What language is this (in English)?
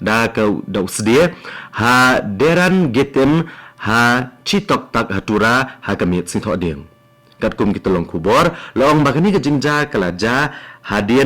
Khasi